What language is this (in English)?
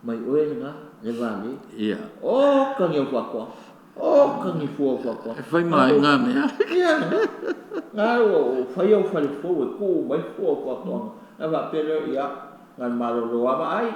Samoan